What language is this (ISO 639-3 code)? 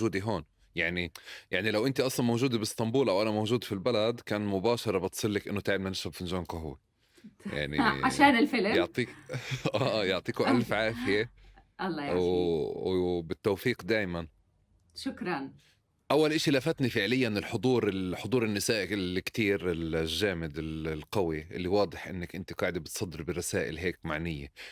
apc